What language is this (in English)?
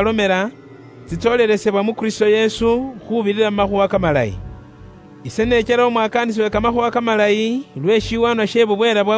Luyia